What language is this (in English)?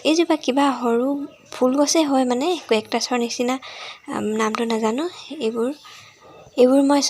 Assamese